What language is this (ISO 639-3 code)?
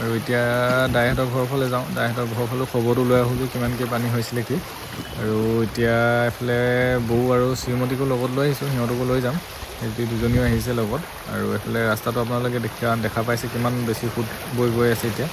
asm